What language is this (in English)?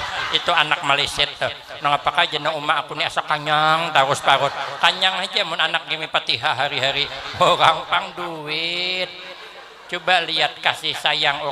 Banjar